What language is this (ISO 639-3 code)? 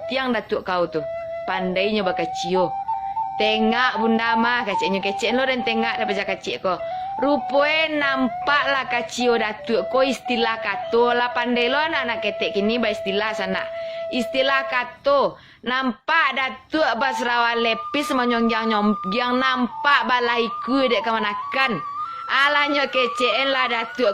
min